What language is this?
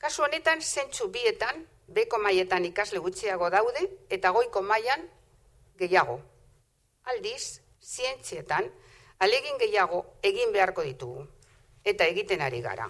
Basque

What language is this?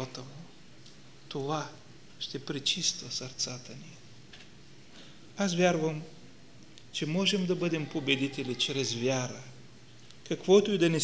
Bulgarian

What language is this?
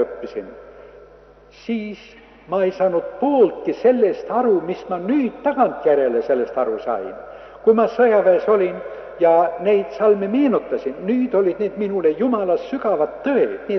Estonian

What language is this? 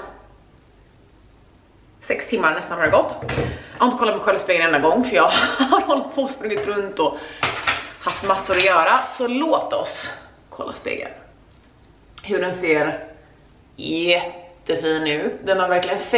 Swedish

